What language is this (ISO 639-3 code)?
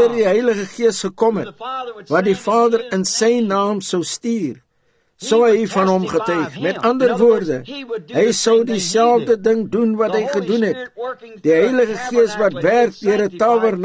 afr